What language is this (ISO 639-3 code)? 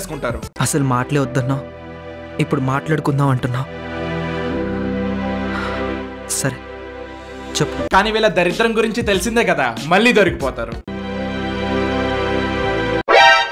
tel